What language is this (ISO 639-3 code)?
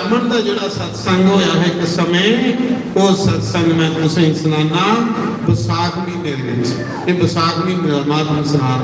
doi